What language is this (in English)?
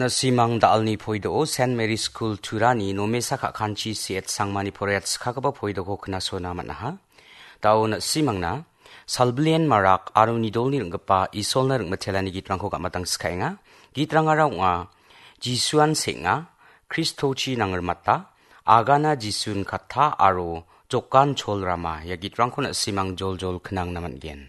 Garo